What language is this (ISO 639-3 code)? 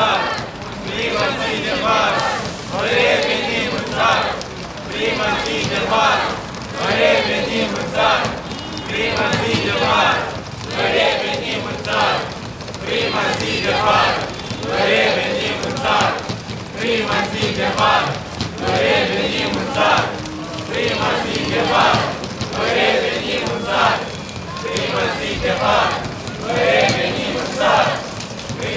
ron